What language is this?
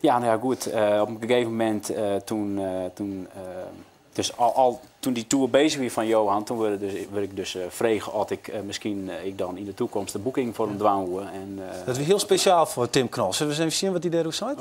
Western Frisian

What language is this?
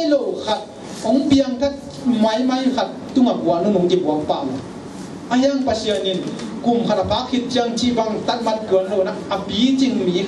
Tedim Chin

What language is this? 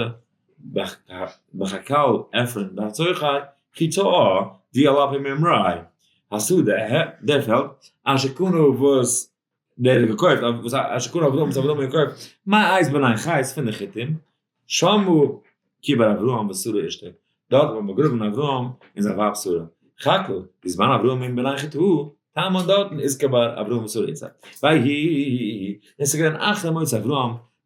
Yiddish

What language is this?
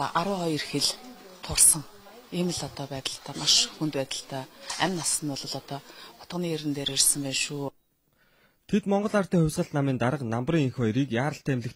Mongolian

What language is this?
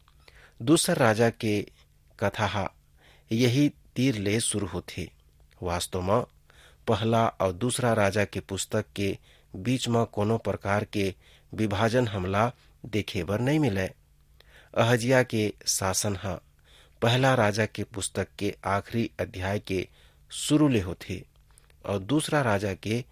Chhattisgarhi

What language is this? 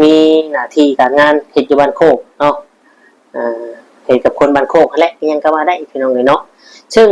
Lao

